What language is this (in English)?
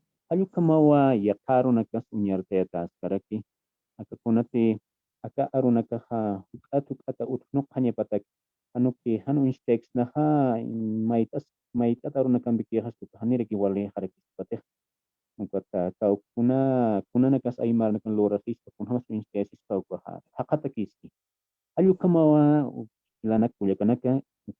Aymara